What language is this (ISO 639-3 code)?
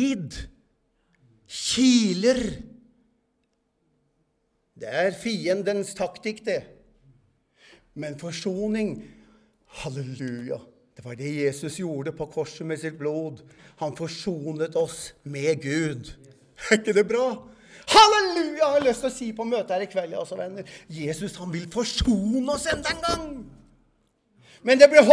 nor